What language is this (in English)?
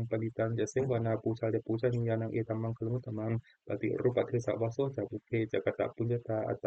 Pali